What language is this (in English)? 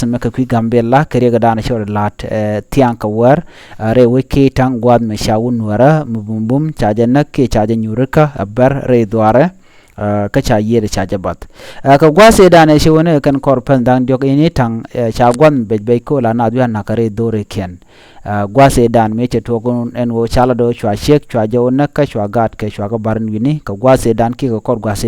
Nuer